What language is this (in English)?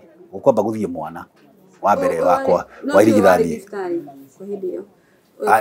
Kikuyu